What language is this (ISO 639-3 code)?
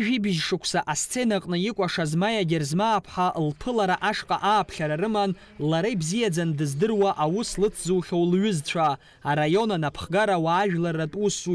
abk